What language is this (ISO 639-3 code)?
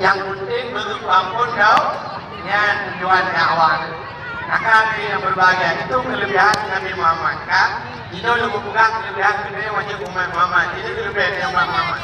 ace